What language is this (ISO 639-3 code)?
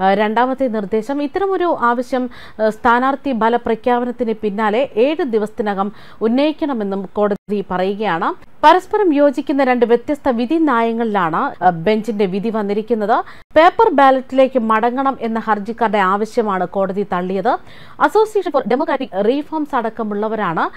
mal